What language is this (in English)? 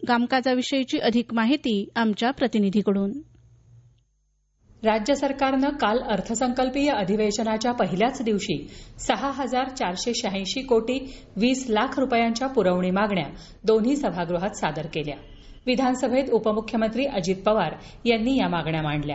Marathi